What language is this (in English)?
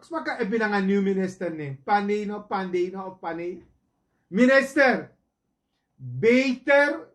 Sranan Tongo